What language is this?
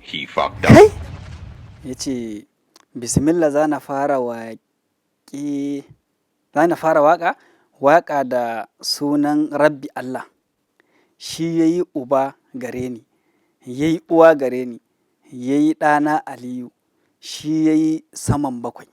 Hausa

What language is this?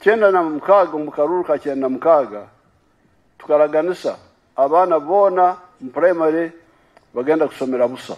Nyankole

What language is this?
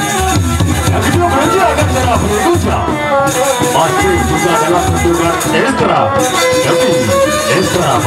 Sasak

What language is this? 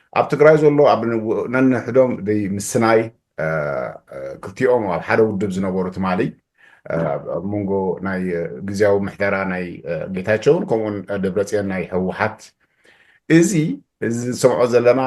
Tigrinya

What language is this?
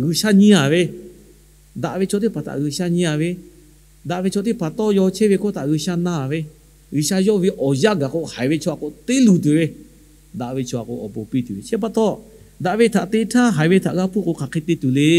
Lahu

